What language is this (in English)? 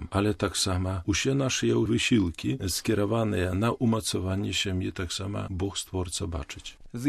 Belarusian